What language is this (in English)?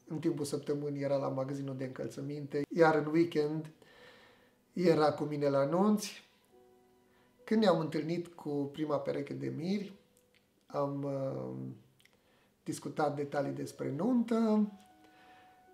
Romanian